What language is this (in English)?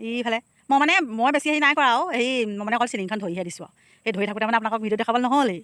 Assamese